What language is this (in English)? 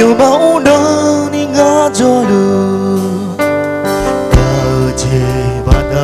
Akha